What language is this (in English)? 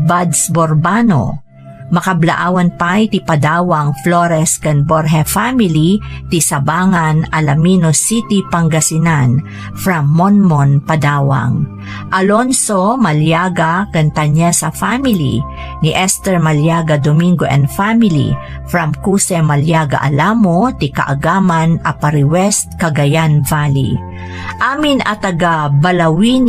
Iloko